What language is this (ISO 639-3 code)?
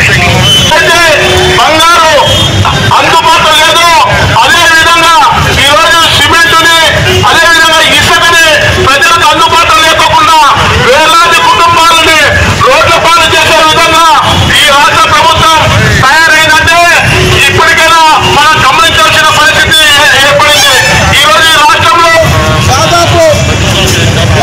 tel